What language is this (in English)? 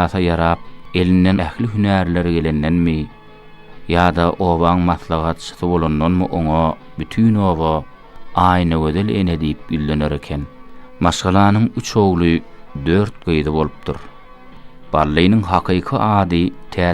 Turkmen